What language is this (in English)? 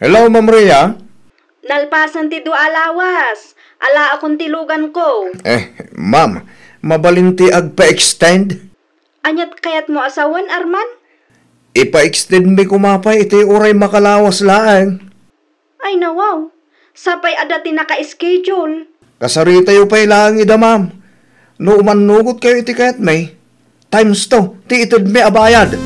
Iloko